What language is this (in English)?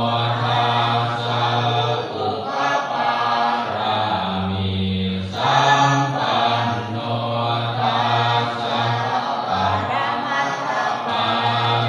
Pali